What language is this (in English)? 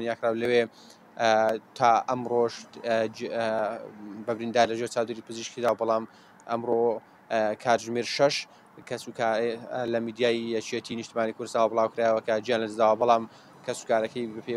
Central Kurdish